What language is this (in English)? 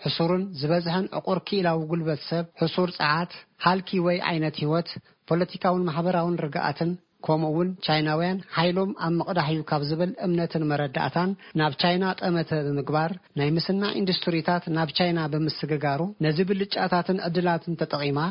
Tigrinya